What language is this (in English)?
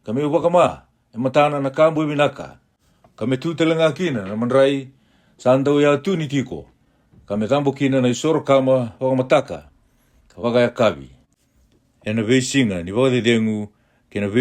Fijian